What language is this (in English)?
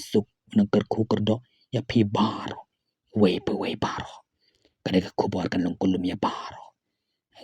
Khasi